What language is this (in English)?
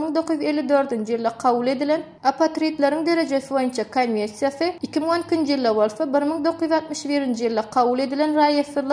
Turkmen